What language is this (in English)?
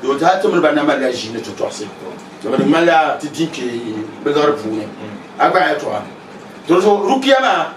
Dagbani